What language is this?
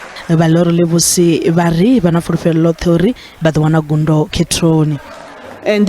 Venda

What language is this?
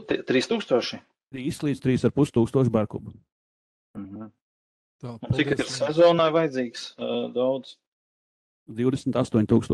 Latvian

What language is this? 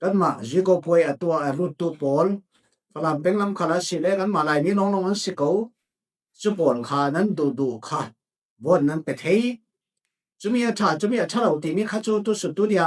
Falam Chin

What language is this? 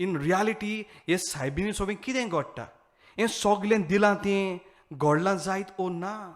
Konkani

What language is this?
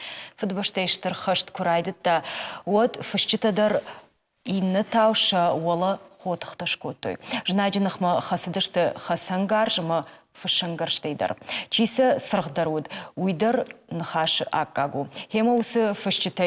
Ossetic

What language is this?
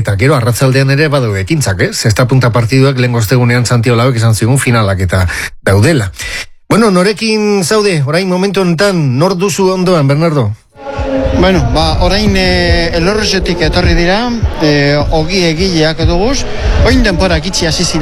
Basque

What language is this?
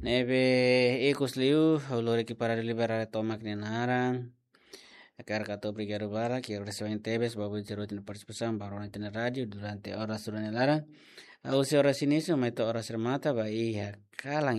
Tetum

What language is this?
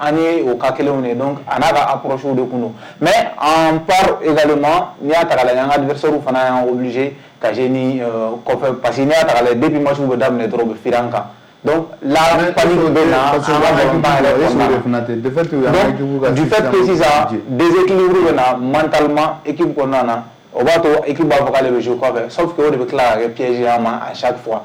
Bambara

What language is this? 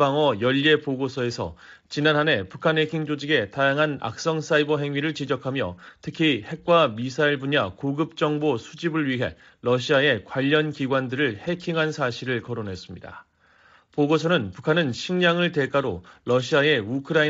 Korean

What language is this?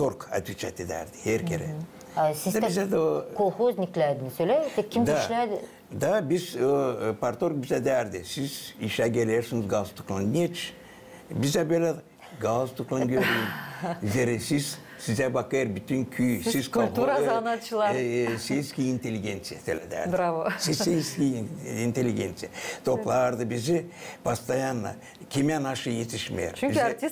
Gagauz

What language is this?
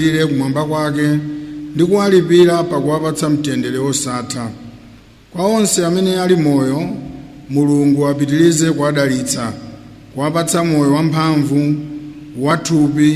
Nyanja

